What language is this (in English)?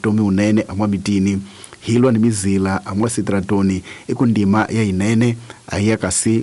Tsonga